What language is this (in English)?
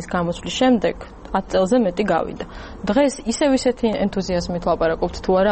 Georgian